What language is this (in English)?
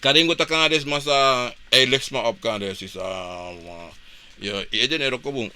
Sranan Tongo